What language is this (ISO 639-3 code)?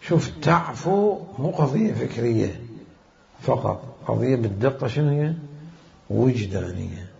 acm